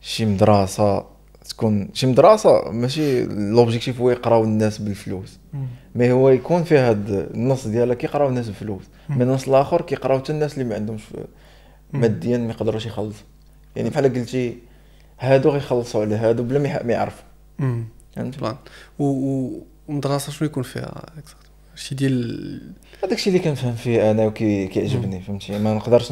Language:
Moroccan Arabic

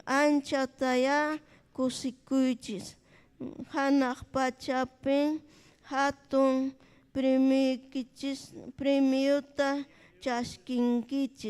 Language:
Ayacucho Quechua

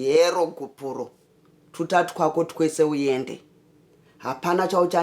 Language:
Shona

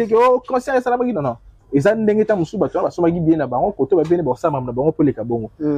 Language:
Lingala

